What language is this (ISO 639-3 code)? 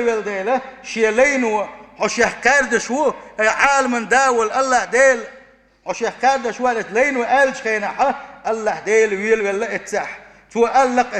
che